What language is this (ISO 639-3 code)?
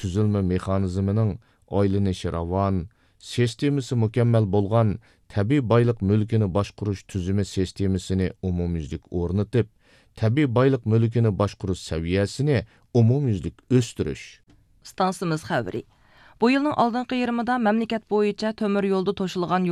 uig